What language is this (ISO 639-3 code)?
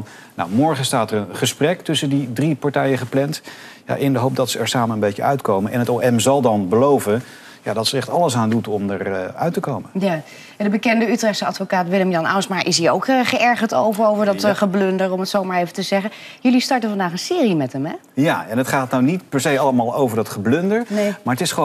nld